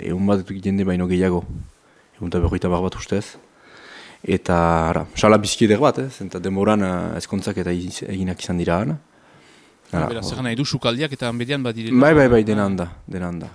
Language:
Basque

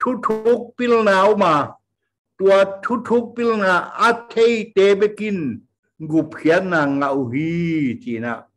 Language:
Tedim Chin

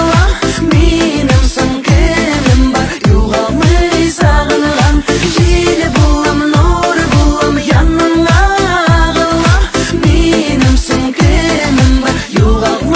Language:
Bashkir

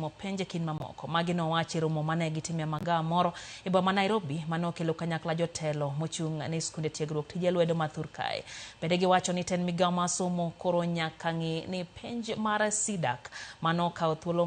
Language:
Luo (Kenya and Tanzania)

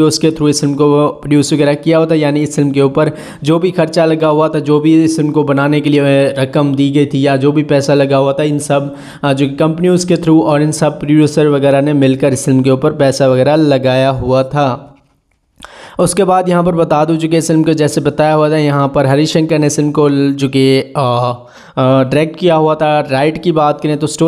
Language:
Hindi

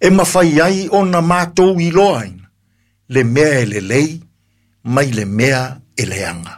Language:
Samoan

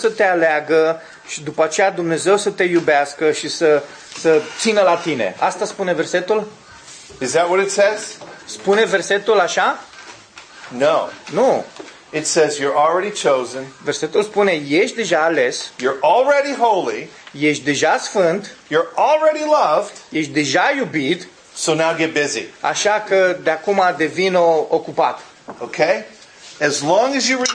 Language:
Romanian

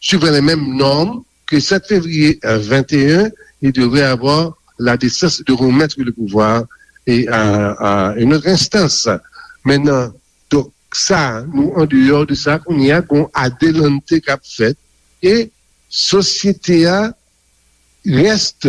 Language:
Haitian Creole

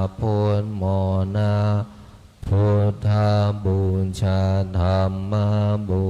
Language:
Pali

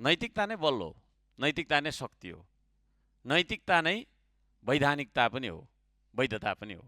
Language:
Nepali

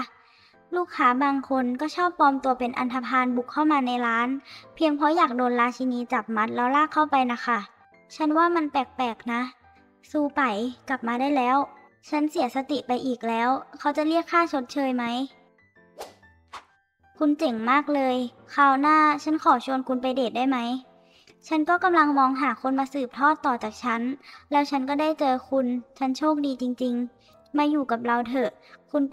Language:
Thai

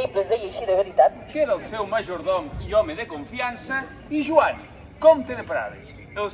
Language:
Catalan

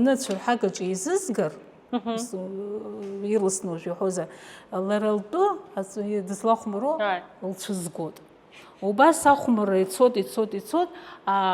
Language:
Abkhazian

